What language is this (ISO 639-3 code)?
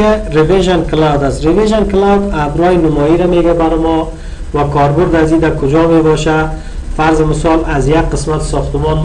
fas